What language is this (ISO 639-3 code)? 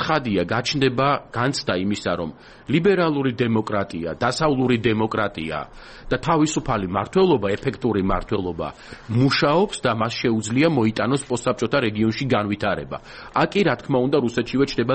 kat